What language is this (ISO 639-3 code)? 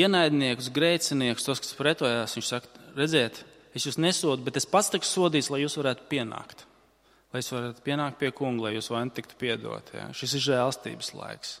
lav